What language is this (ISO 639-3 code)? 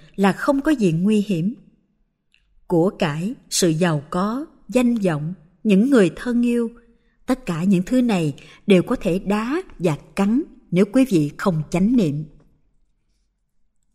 vie